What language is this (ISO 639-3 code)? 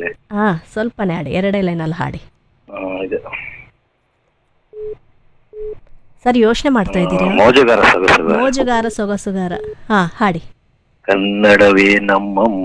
kan